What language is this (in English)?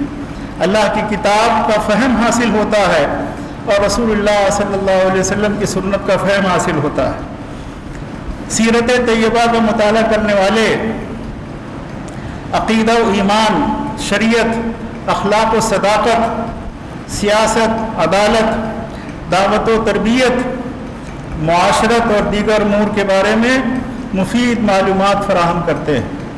Urdu